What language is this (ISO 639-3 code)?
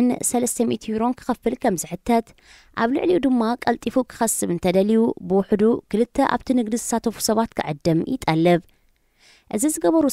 tir